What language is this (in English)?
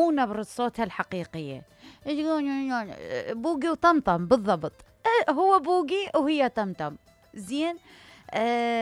Mesopotamian Arabic